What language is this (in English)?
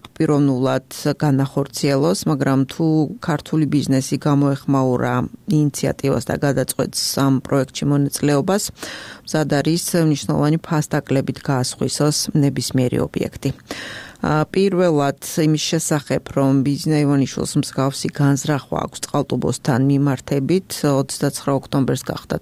Georgian